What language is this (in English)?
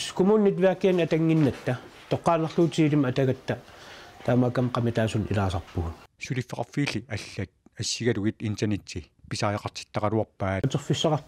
Kalaallisut